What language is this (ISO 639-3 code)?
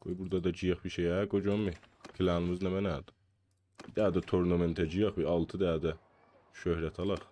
azb